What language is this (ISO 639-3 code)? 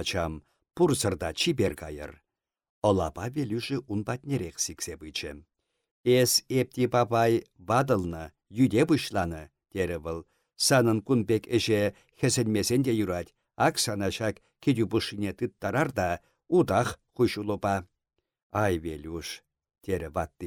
chv